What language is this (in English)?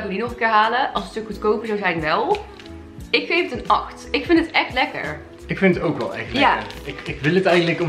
Dutch